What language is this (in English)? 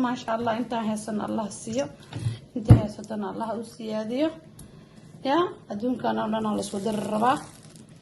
Somali